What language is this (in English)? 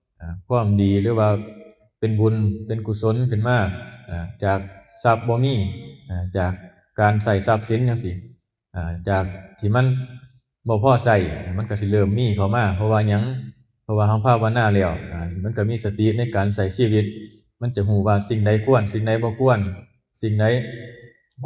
Northeastern Thai